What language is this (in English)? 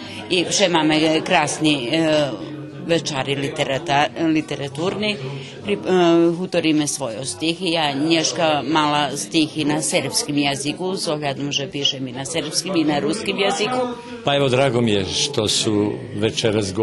Rusyn